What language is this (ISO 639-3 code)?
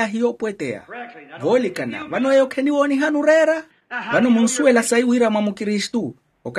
vmw